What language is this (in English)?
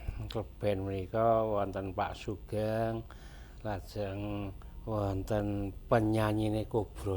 Javanese